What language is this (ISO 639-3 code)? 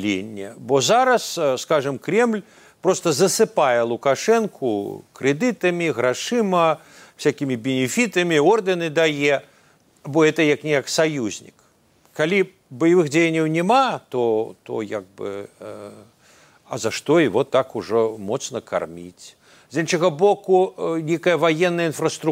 bel